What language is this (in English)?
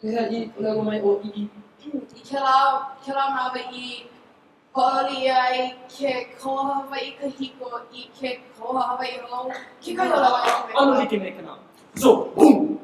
Hawaiian